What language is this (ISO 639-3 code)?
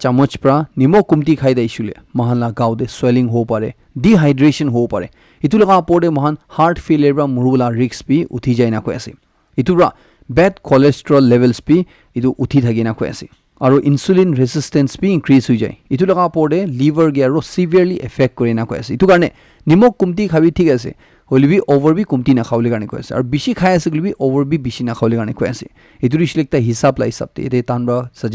nag